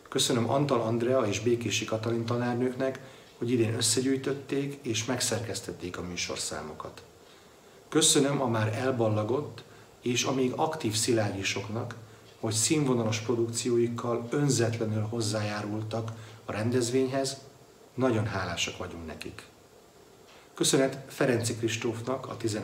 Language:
Hungarian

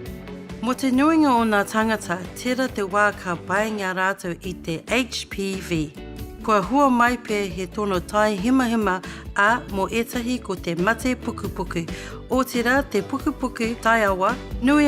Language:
Māori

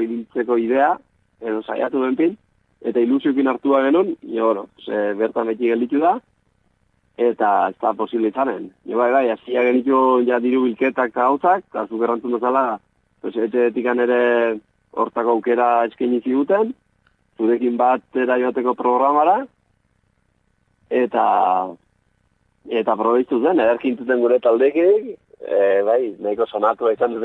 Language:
Basque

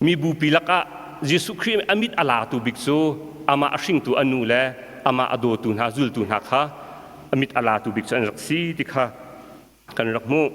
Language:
Hakha Chin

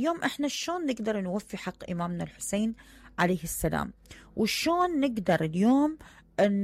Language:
Mesopotamian Arabic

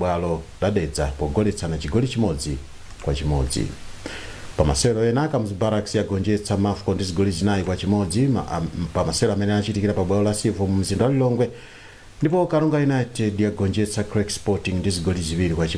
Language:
Nyanja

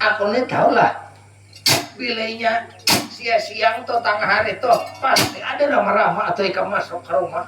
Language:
Banjar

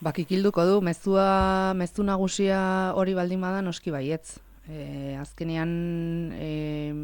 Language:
Basque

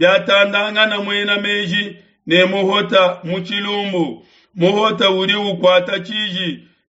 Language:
Luba-Lulua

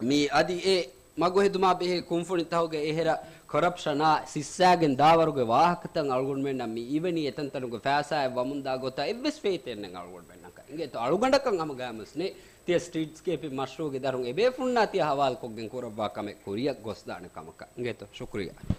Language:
Divehi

